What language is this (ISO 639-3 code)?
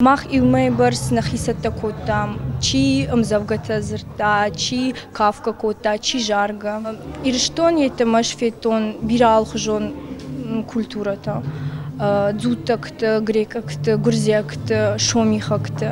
oss